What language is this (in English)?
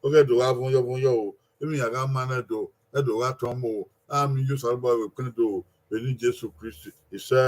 Bini